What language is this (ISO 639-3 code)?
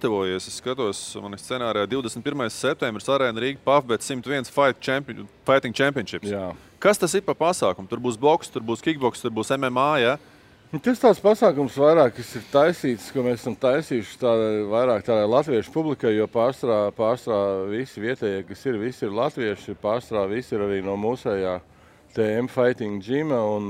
lav